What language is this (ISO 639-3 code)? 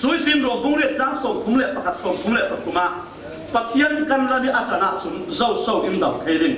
cfm